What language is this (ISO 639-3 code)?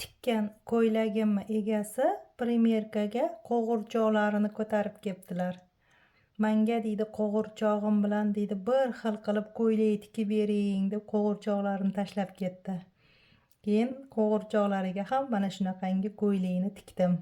uzb